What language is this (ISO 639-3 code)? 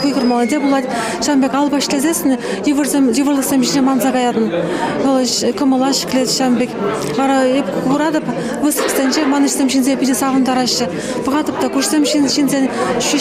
chv